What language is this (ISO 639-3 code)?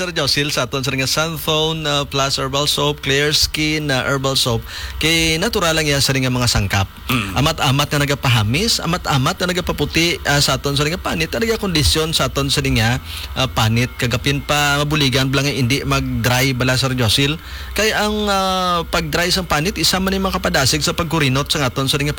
hil